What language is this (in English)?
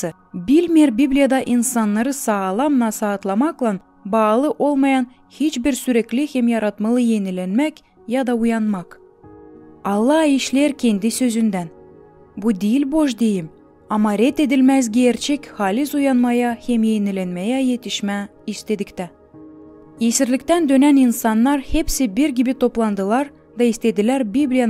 Gagauz